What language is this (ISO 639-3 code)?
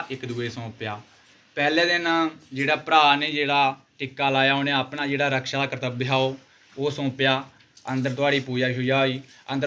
doi